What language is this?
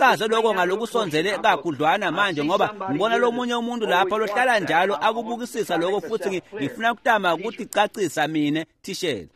Swati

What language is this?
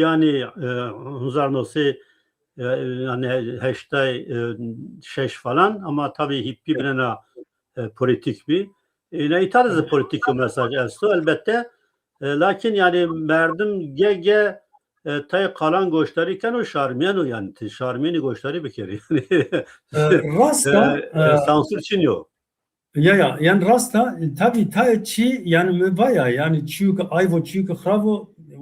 Zaza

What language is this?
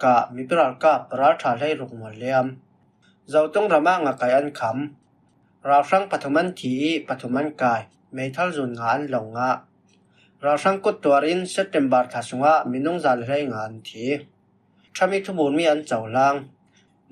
Falam Chin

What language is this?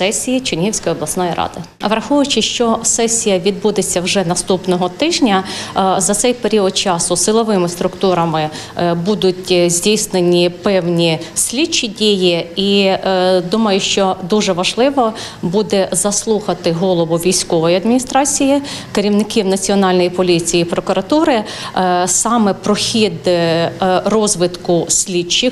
Ukrainian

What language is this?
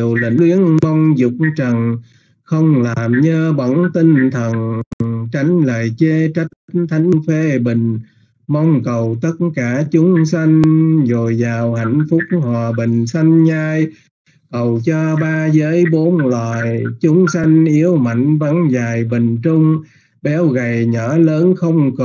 Vietnamese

